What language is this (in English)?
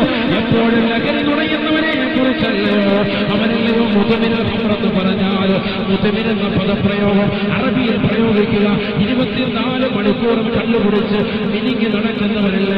Malayalam